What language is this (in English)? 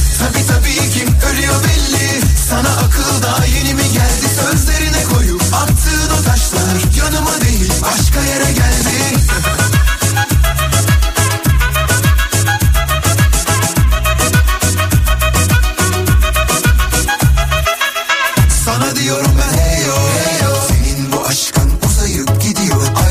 Turkish